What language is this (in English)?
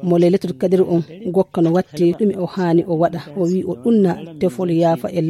Nigerian Fulfulde